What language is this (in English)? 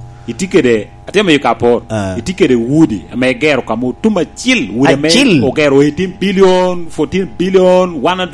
Lango (Uganda)